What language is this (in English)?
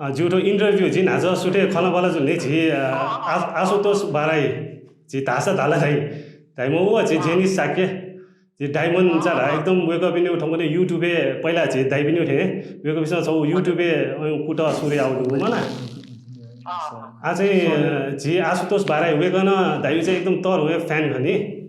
Newari